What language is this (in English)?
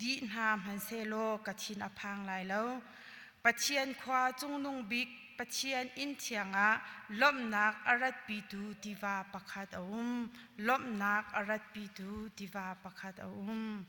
Hakha Chin